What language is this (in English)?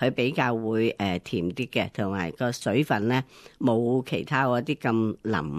Cantonese